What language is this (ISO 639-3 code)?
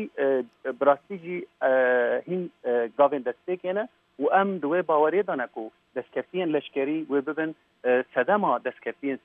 kur